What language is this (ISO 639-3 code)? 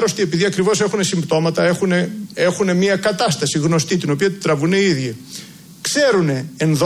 ell